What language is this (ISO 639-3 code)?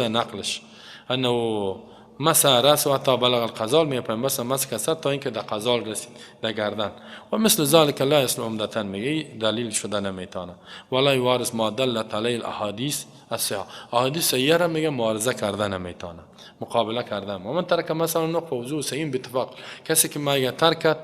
fas